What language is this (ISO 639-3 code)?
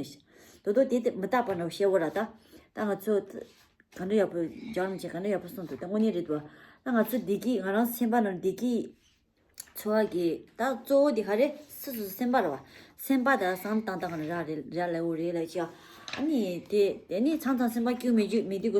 bod